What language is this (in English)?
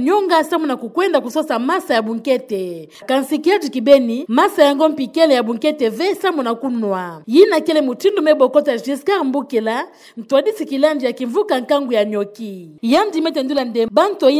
Kituba (Democratic Republic of Congo)